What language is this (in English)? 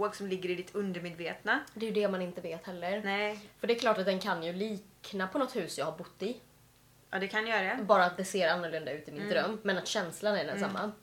Swedish